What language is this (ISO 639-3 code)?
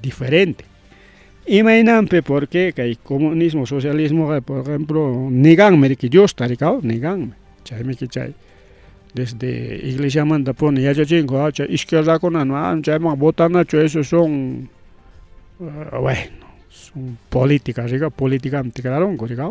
quy